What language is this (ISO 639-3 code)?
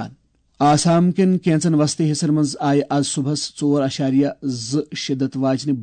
kas